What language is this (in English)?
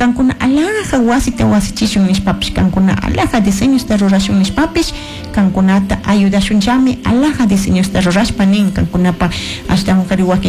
Chimborazo Highland Quichua